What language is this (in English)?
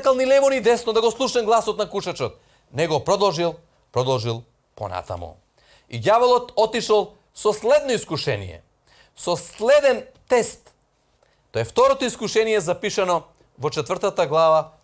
Macedonian